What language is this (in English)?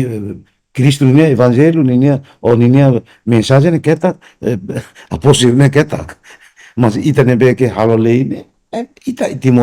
Tetum